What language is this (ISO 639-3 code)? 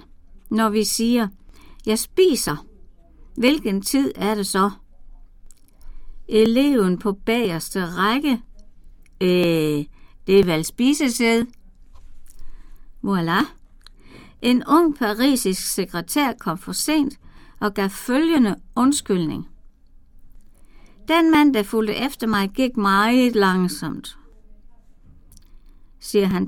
dan